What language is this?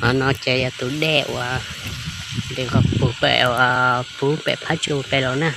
Hmong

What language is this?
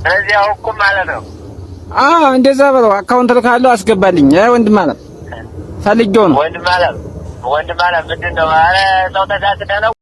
Amharic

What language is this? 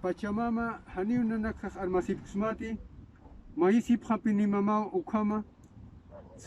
Aymara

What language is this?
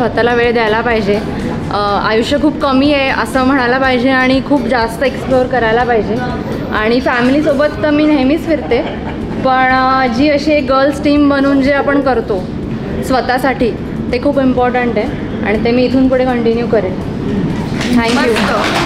Marathi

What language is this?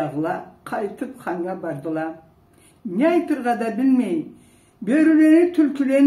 Karachay-Balkar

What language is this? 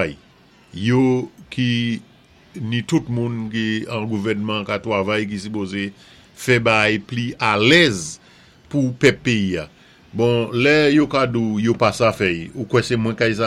Saint Lucian Creole French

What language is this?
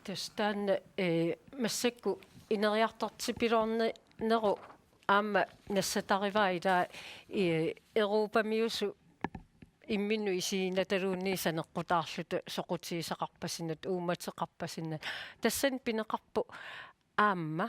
Kalaallisut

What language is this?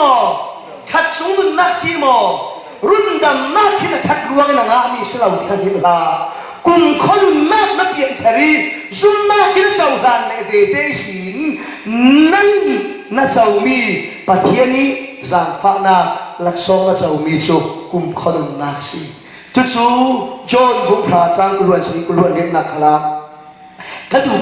Falam Chin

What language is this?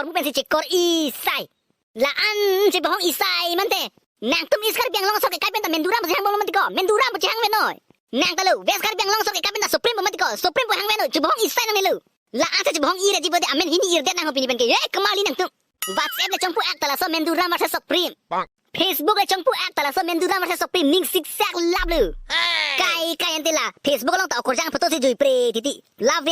Karbi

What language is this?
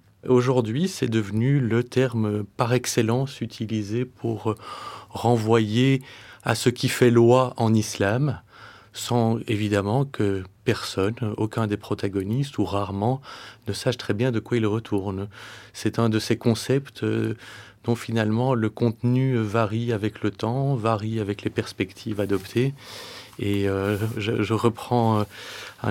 French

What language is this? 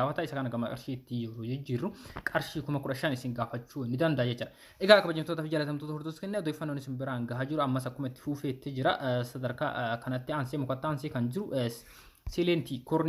Oromo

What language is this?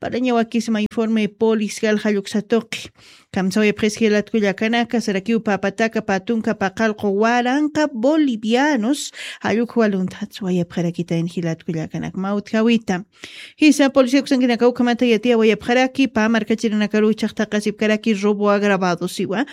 Aymara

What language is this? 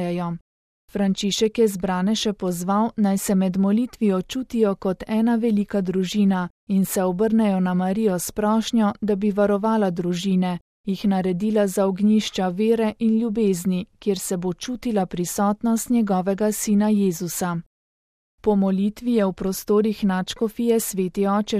Slovenian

